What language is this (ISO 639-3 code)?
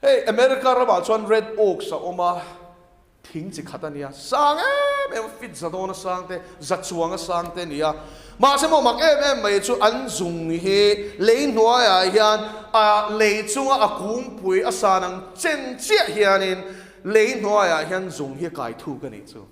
lus